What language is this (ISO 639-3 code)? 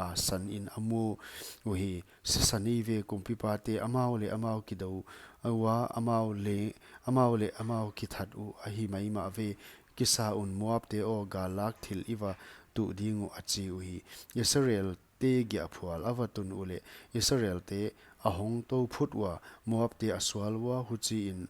pck